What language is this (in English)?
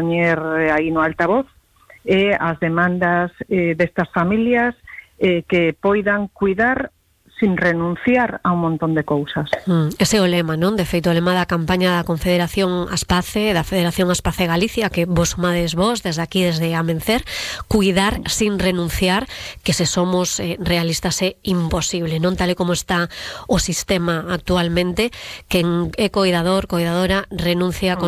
Galician